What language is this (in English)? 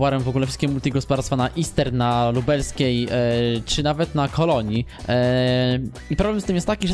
Polish